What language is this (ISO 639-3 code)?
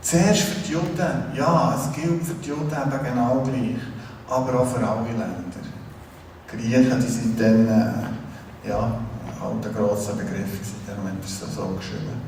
gsw